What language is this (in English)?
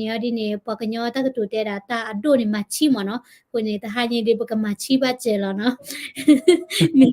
S'gaw Karen